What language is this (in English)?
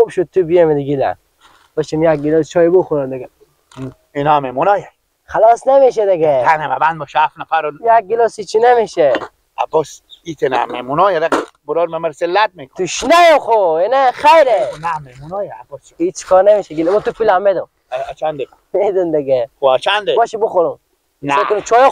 Persian